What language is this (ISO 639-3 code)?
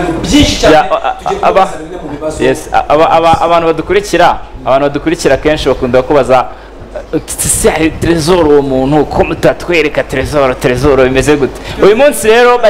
kin